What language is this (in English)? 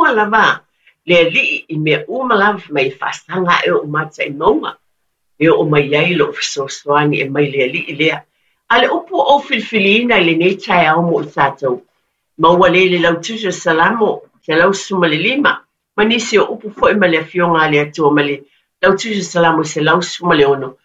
Samoan